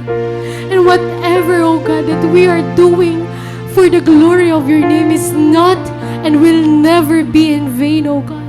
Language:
Waray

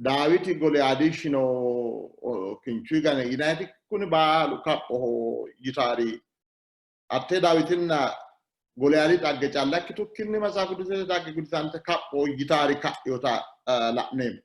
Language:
Sidamo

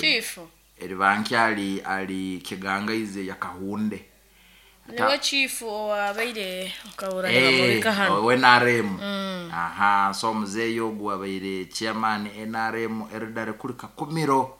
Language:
Nyankole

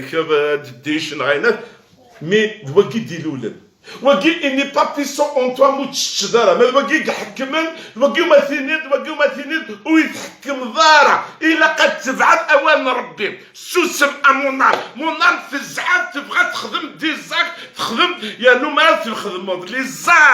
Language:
Kabyle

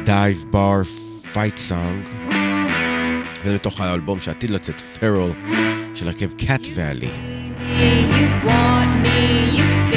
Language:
Hebrew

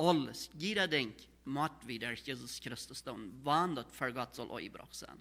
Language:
Plautdietsch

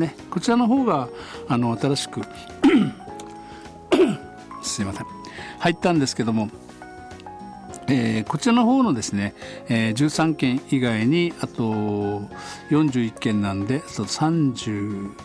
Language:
Japanese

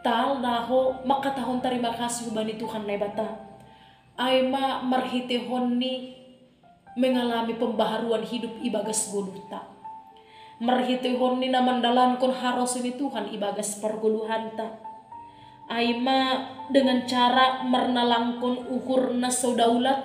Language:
Batak Simalungun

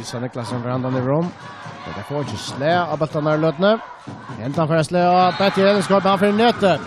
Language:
Faroese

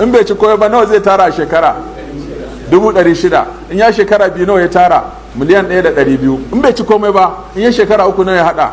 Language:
Hausa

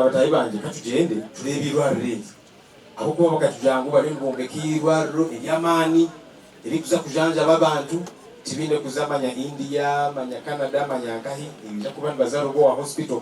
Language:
Nyankole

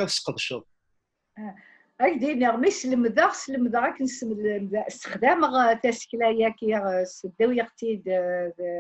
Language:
Kabyle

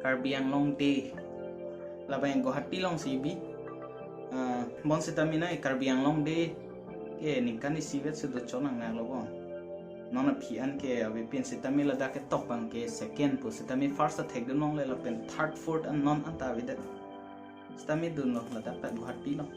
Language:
Karbi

